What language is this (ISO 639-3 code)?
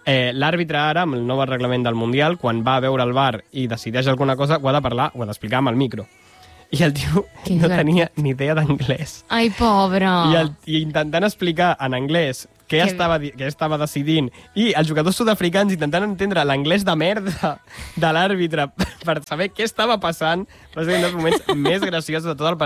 cat